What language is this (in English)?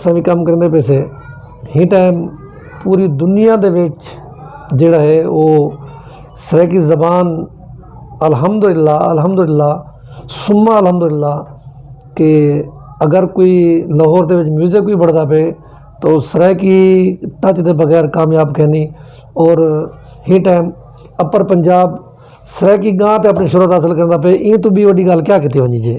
Saraiki